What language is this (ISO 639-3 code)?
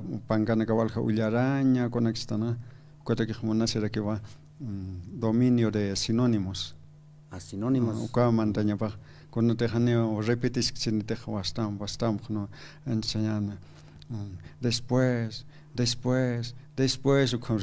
aym